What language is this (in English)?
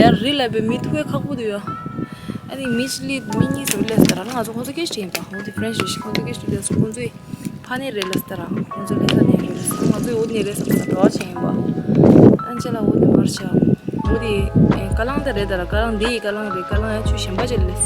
Tibetan